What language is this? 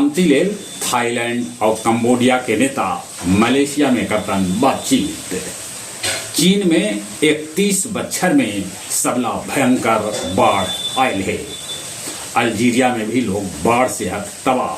Magahi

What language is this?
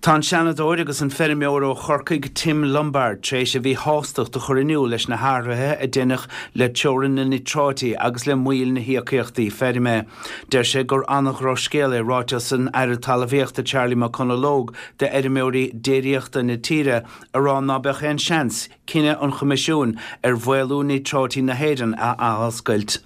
Irish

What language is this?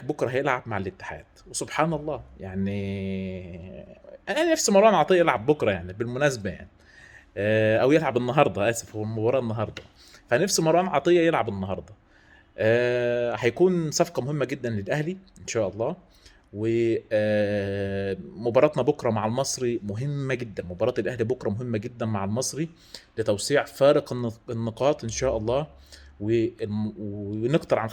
Egyptian Arabic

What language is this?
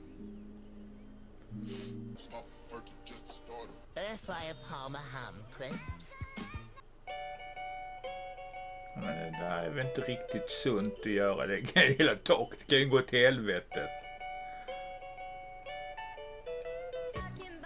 Swedish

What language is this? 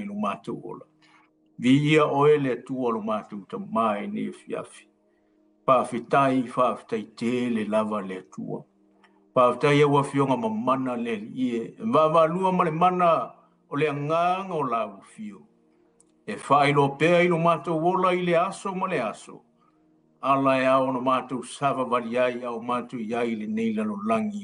Samoan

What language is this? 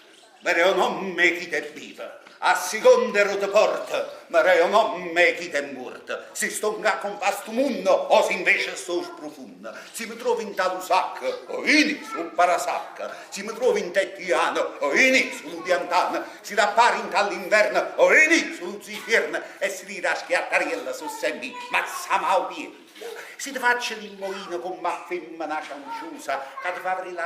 Neapolitan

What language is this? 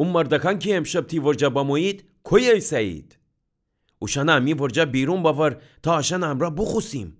Gilaki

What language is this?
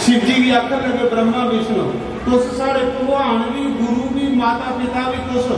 Dogri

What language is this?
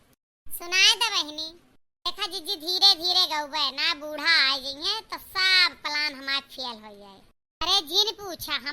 Awadhi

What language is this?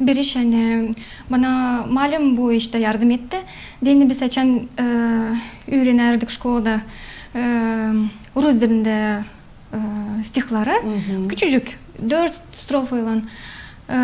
Gagauz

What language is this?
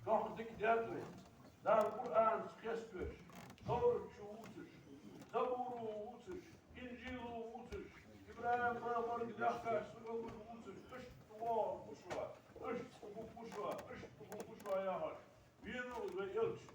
Ingush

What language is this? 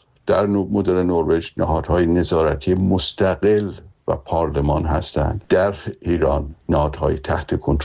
Persian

